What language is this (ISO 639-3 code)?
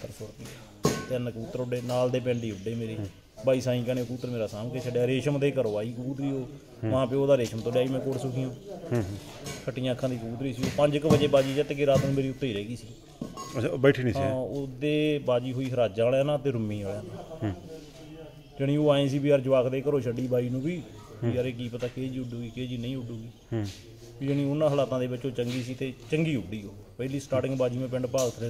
pan